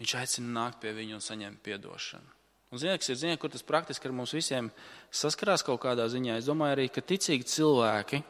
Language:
Latvian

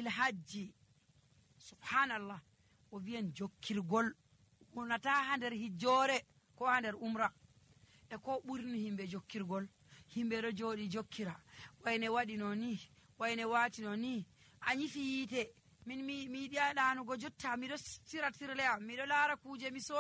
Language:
Nigerian Fulfulde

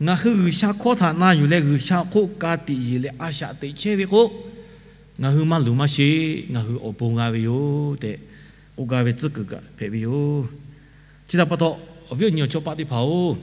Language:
Lahu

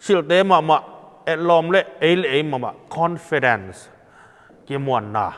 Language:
Tedim Chin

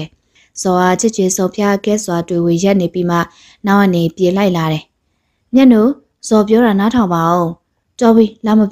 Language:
Burmese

